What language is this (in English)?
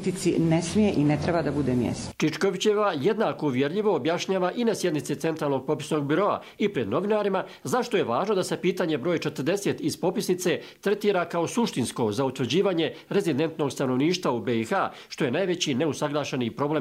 Bosnian